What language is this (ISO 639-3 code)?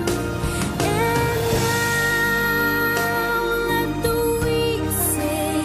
hil